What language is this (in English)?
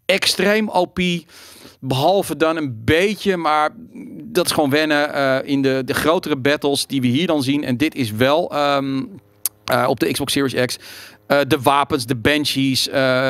Dutch